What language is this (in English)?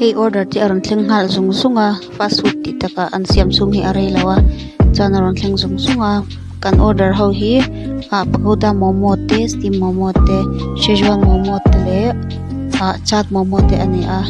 Mizo